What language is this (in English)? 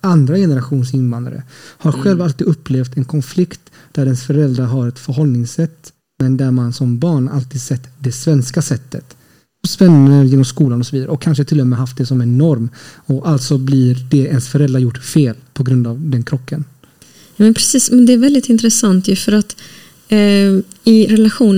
Swedish